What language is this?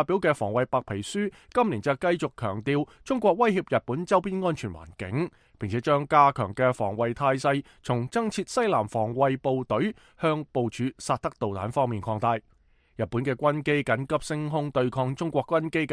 Cantonese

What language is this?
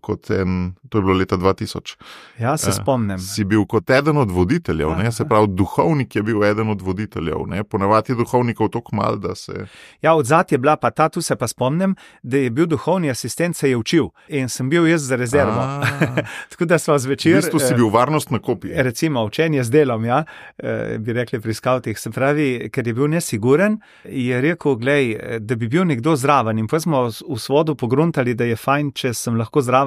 Slovenian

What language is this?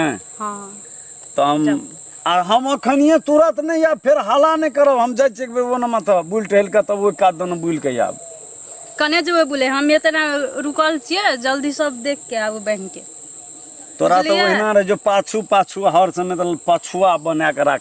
Maithili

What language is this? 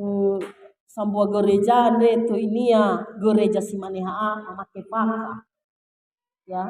Nias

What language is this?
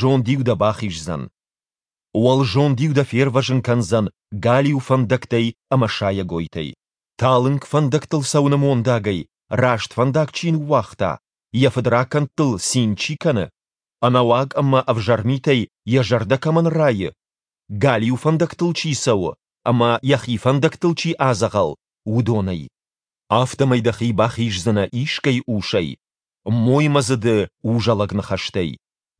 Ossetic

